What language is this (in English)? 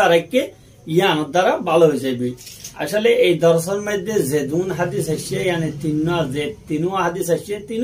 Rohingya